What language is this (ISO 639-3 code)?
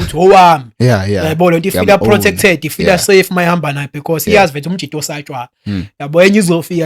zul